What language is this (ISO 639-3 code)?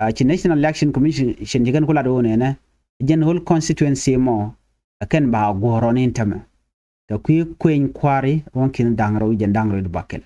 nus